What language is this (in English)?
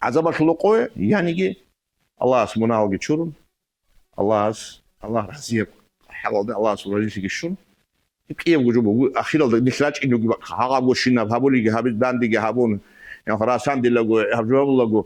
Avaric